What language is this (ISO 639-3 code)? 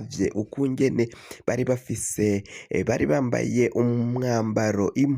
run